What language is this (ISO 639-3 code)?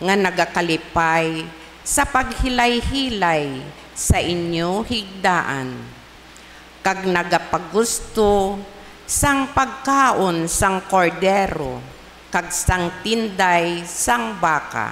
hil